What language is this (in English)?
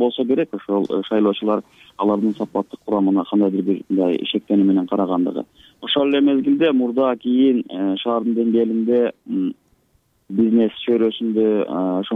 Kyrgyz